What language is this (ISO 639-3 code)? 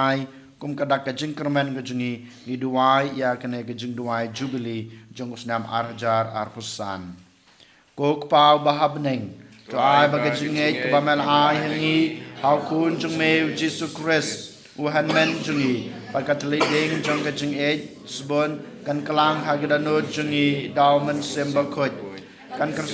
kha